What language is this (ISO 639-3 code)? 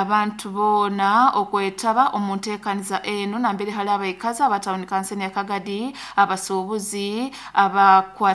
nyo